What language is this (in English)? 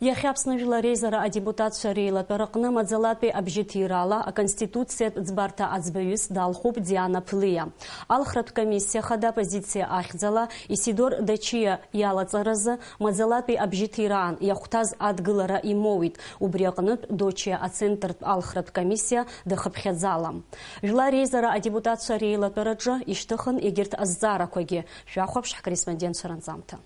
Abkhazian